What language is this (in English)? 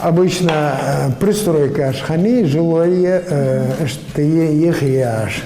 Ingush